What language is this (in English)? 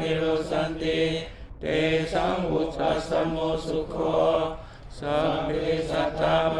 Pali